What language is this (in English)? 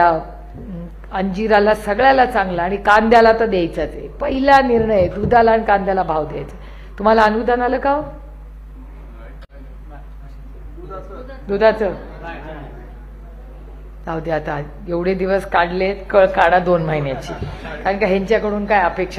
Marathi